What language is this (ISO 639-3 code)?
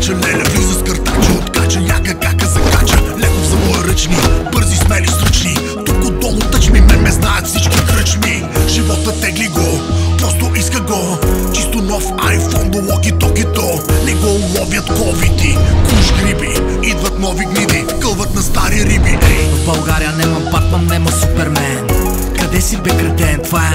bul